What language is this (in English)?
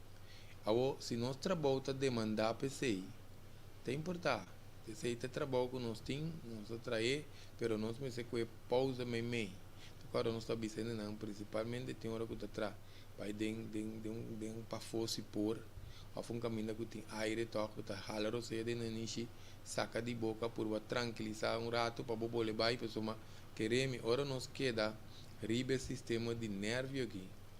Papiamento